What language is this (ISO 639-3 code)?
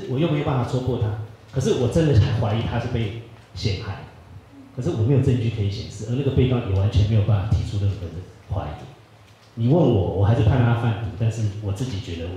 zho